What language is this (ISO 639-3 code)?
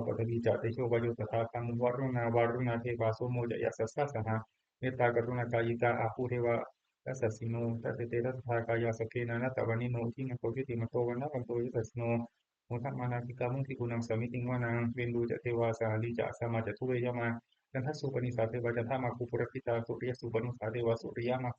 pli